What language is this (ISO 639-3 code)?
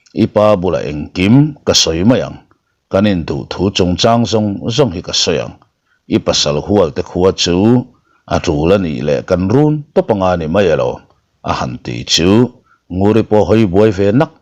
lus